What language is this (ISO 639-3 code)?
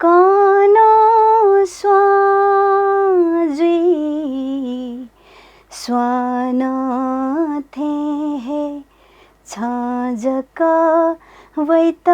new